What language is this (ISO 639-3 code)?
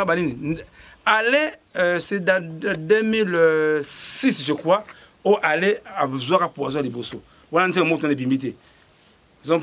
lin